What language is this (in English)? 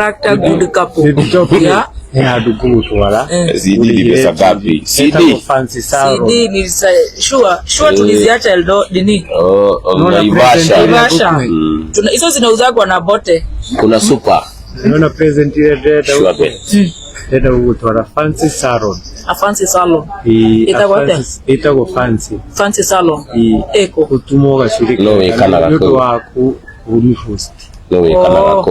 Kikuyu